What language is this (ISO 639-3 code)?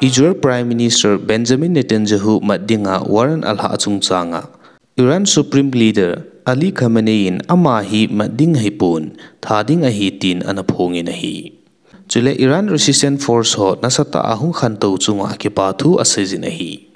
tcz